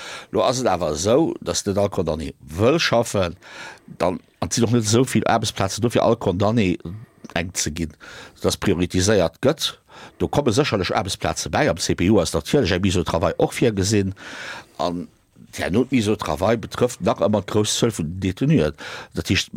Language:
Luxembourgish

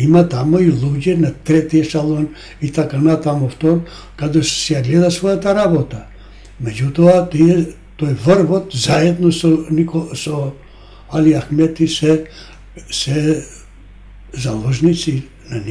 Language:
Macedonian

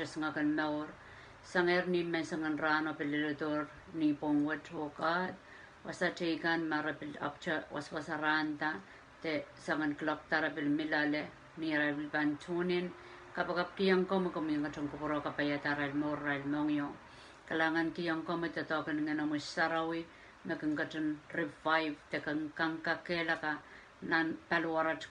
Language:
Pohnpeian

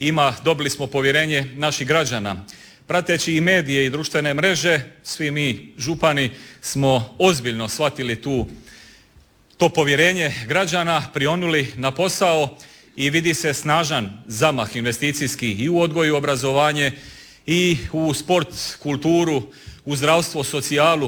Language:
Croatian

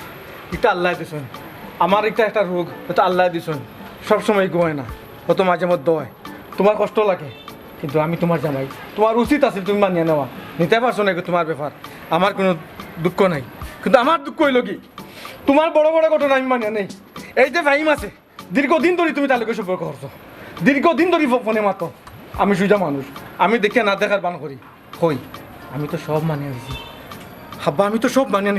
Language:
Sylheti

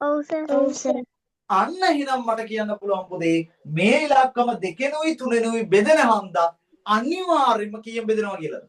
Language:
Sinhala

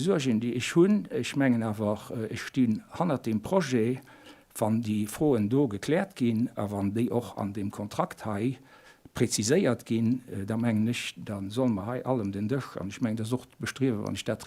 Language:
Luxembourgish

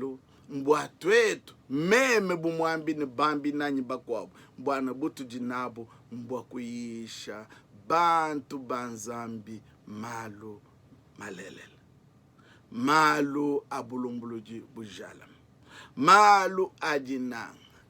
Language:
Luba-Lulua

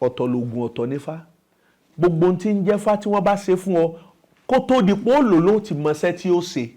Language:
Yoruba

